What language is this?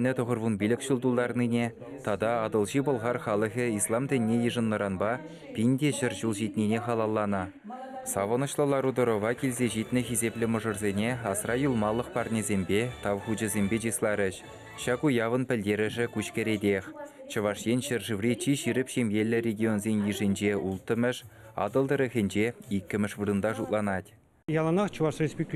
Chuvash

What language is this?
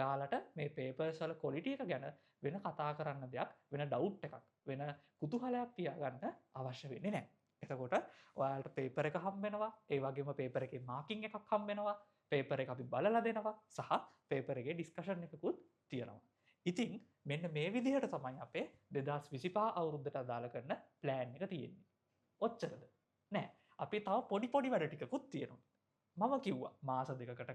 Sinhala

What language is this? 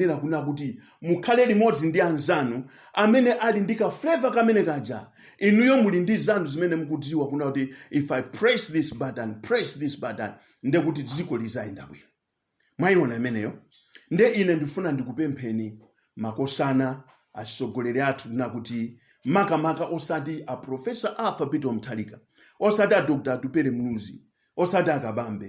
Nyanja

